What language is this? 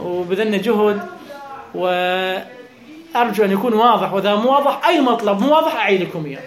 Mesopotamian Arabic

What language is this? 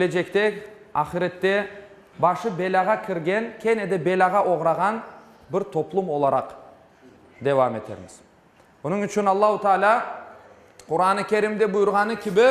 Crimean Tatar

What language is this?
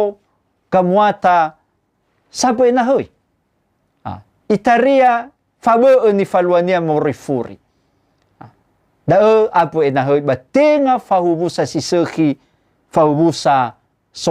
Nias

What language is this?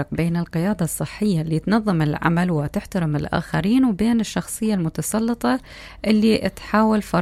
Mesopotamian Arabic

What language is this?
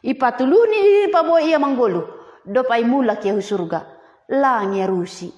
Batak Simalungun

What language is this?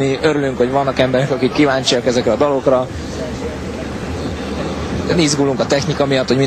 Hungarian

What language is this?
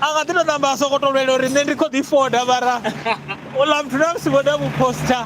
Venda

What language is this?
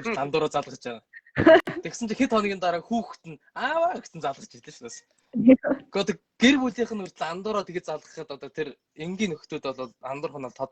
Mongolian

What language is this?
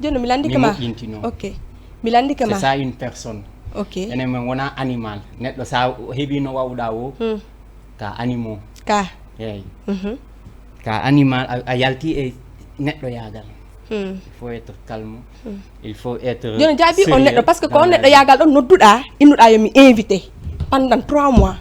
Fula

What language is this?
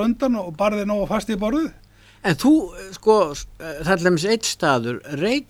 Icelandic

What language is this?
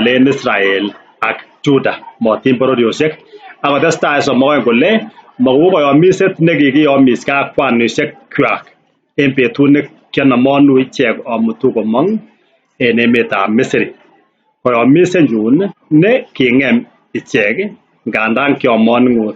Kalenjin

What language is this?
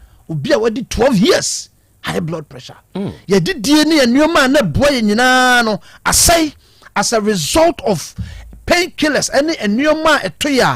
Akan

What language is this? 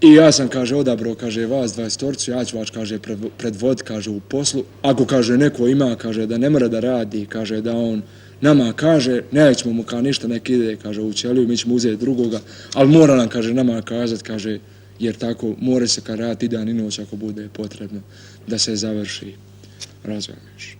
Bosnian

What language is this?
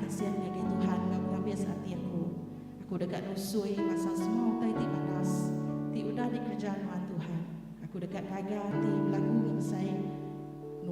Iban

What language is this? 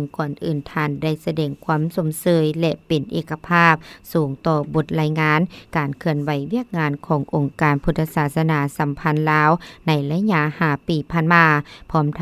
Lao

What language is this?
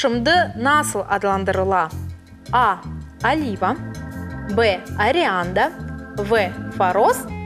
Crimean Tatar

